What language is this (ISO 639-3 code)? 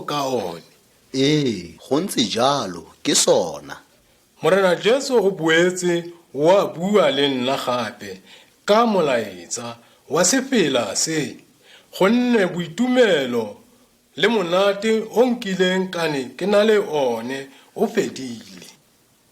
tsn